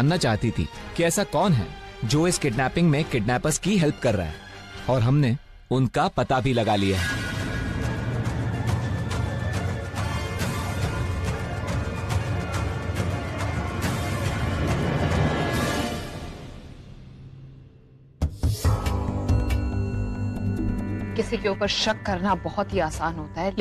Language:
Hindi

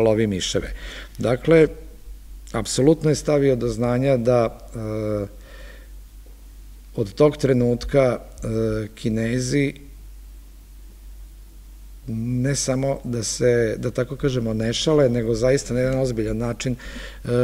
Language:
Serbian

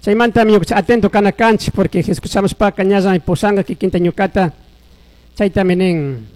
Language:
Chimborazo Highland Quichua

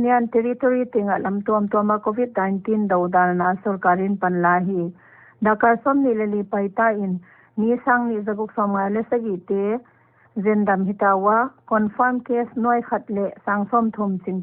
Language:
Paite Chin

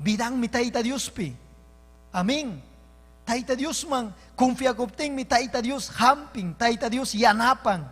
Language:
Ayacucho Quechua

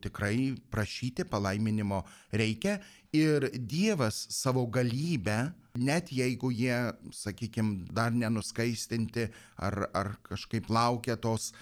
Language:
Lithuanian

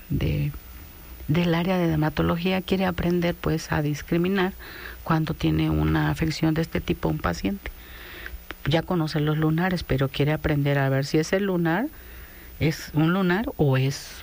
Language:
Spanish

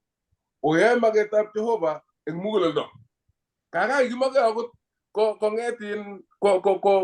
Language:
Kalenjin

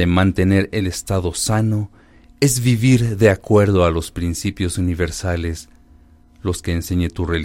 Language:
Spanish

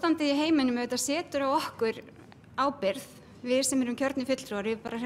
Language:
Icelandic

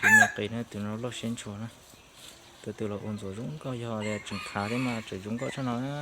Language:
Hmong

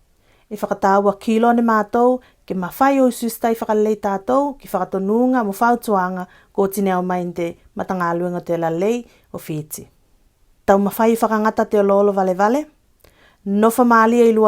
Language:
Tuvalu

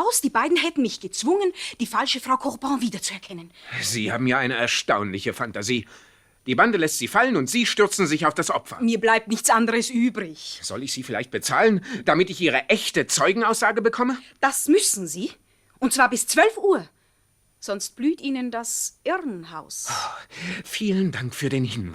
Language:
Swiss German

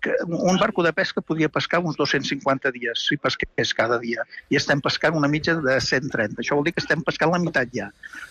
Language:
Catalan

